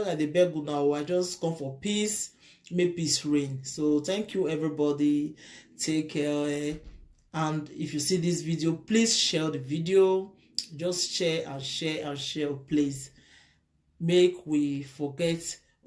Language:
Nigerian Pidgin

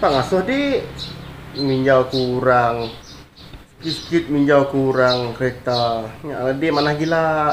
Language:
Iban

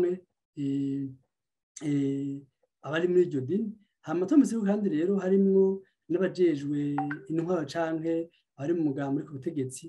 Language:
Rundi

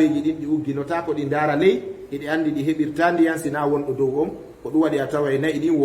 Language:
Fula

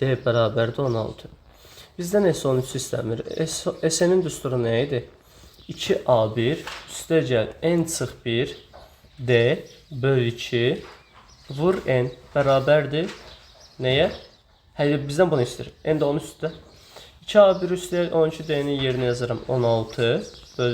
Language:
Azerbaijani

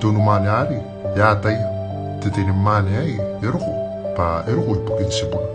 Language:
Gilbertese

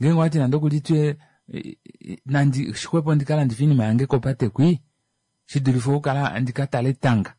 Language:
Kuanyama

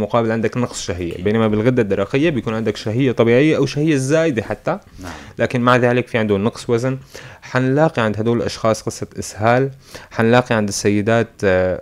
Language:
North Levantine Arabic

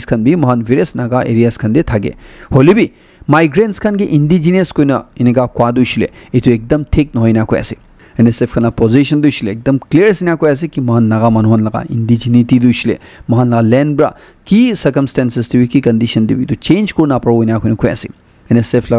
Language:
Naga Pidgin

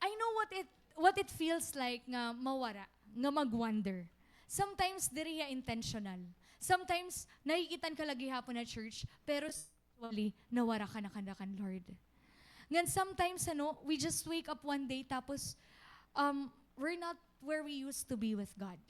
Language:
Waray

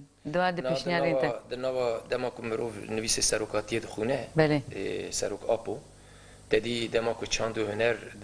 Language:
Kurdish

